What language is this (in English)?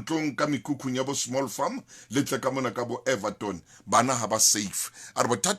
Southern Sotho